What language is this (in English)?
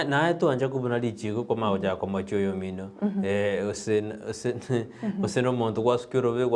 Gusii